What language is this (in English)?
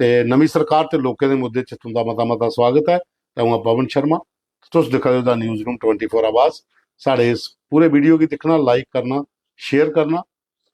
Dogri